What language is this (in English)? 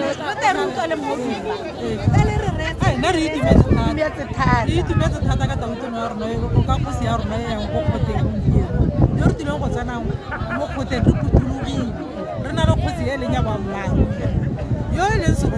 Tswana